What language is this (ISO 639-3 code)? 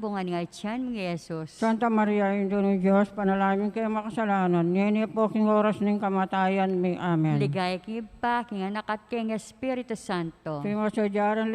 pam